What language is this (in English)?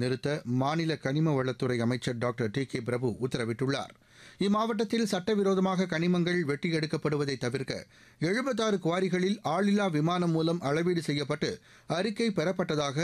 Tamil